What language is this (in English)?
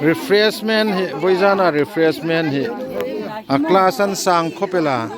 Hmar